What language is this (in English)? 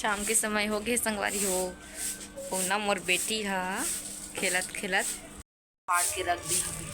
Chhattisgarhi